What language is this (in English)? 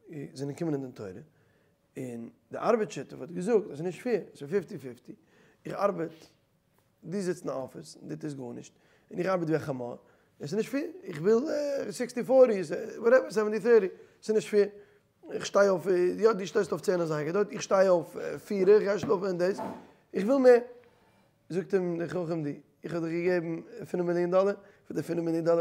Yiddish